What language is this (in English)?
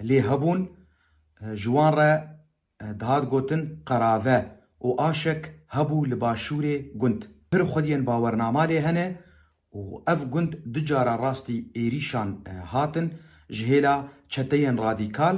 Kurdish